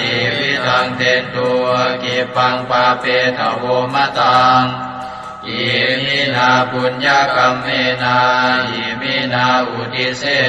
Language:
Pali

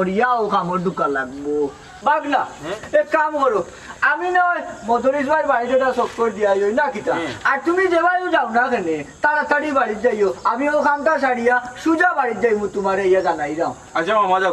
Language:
Sylheti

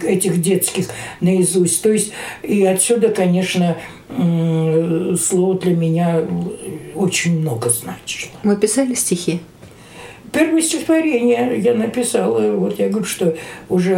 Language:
Russian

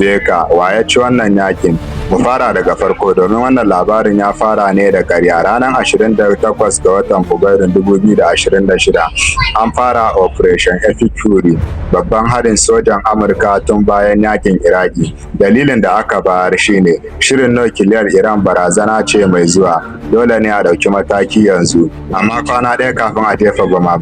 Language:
Hausa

